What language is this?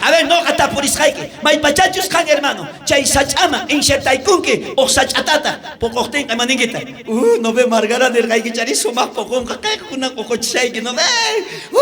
South Bolivian Quechua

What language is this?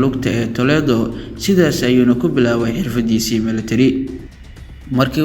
Somali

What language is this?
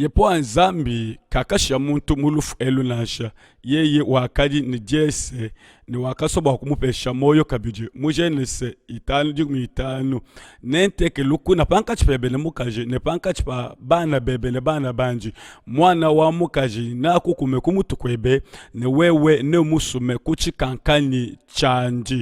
Luba-Lulua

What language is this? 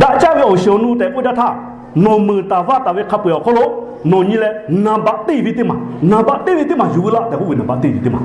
Lahu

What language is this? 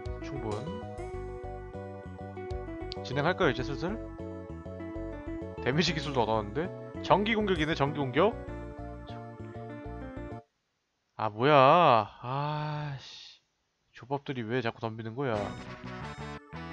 Korean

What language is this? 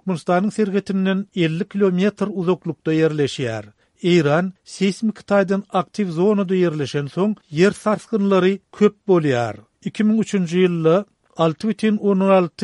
Turkmen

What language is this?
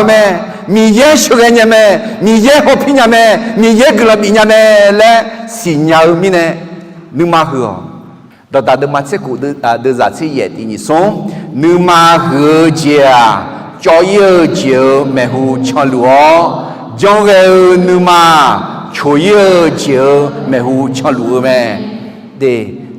Akha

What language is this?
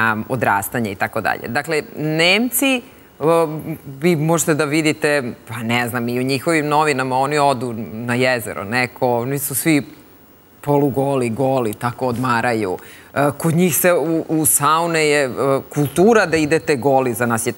Serbian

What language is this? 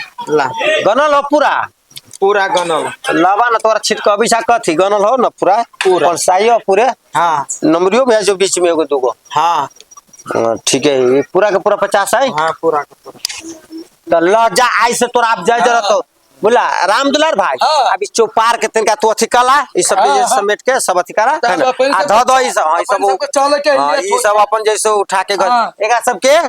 Maithili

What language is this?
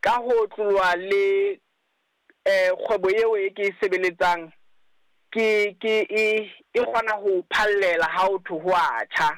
Southern Sotho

